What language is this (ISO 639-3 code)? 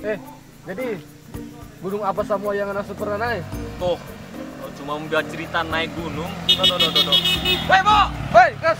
xmm